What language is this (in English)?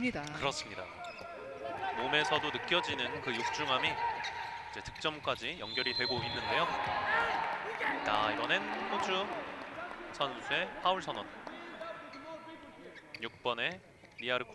Korean